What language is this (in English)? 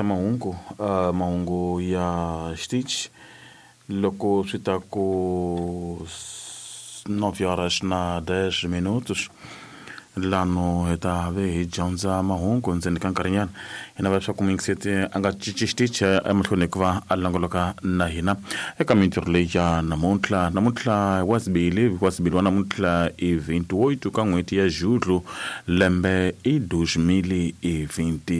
Tsonga